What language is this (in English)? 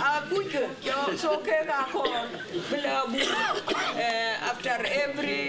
Dinka